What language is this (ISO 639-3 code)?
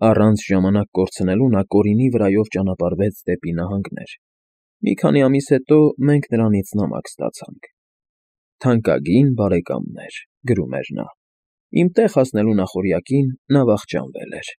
hye